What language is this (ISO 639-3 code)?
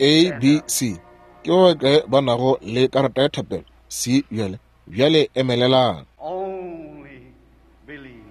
nso